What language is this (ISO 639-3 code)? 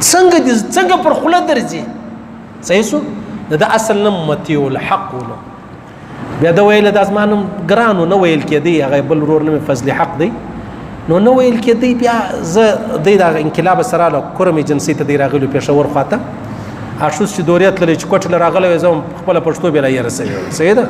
pus